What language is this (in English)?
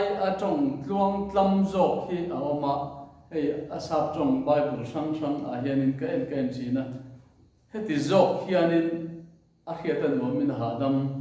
Mizo